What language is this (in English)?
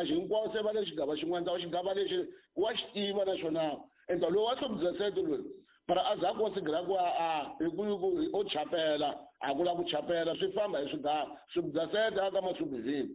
Tsonga